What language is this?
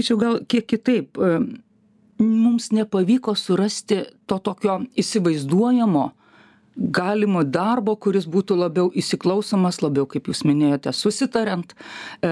Lithuanian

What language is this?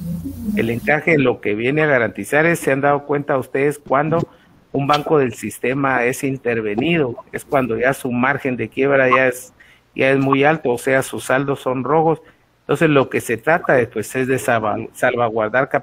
Spanish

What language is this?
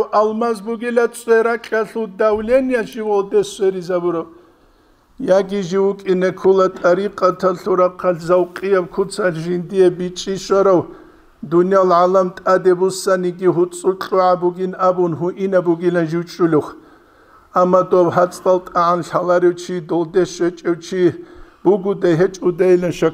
Avaric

